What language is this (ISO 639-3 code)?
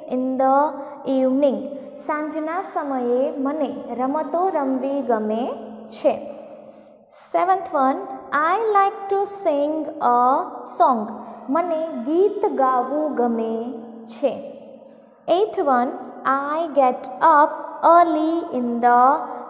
guj